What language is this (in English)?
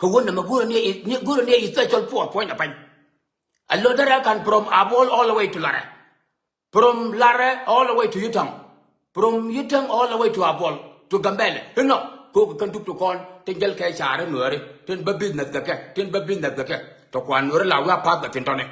Nuer